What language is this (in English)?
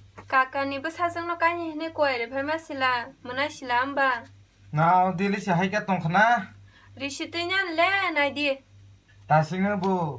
Kok Borok